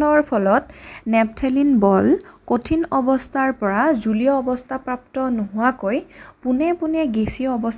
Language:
Assamese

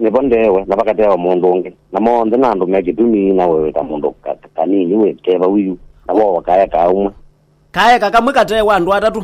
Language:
Kamba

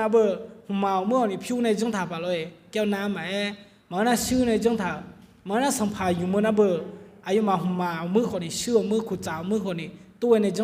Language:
Akha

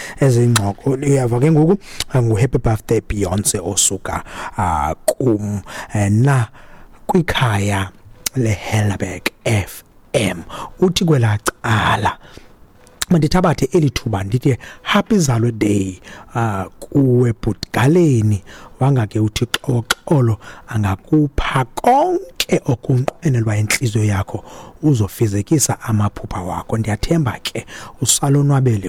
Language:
Xhosa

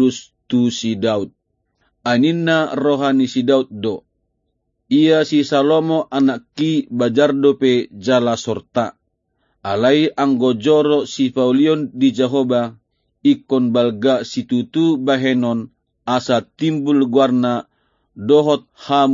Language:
Batak Toba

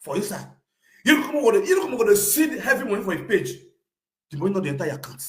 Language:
Nigerian Pidgin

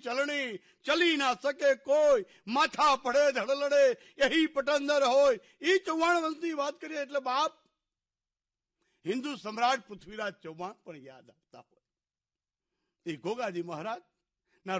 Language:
Gujarati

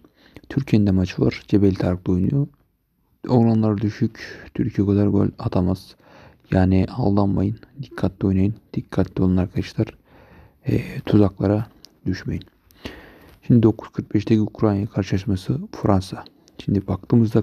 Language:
Turkish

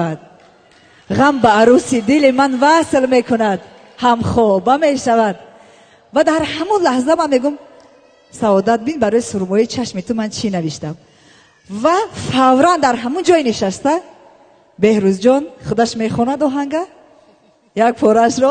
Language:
Tajik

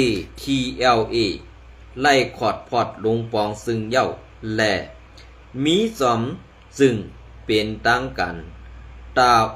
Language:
Shan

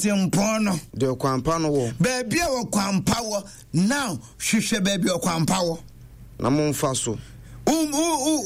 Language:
Akan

